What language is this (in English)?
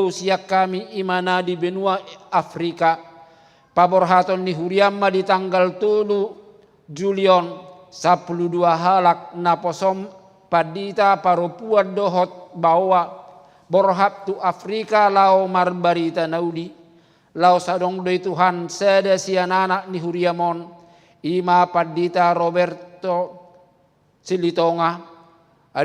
Batak Toba